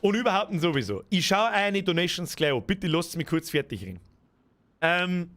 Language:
Bavarian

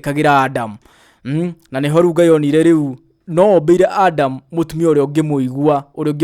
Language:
Kikuyu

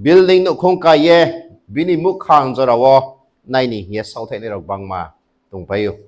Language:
Riang (India)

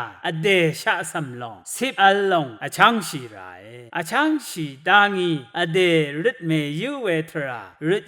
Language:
Rawang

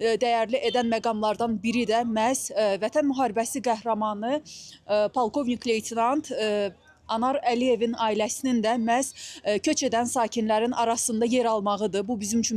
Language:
Azerbaijani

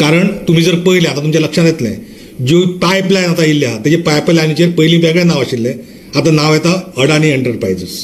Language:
Konkani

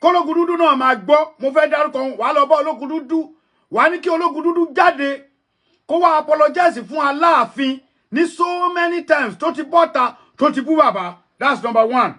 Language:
Yoruba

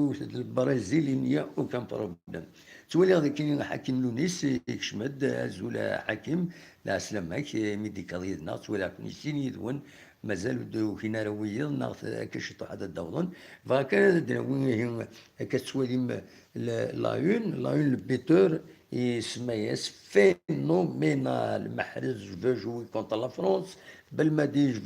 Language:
Kabyle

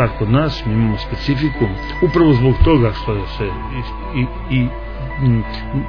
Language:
Croatian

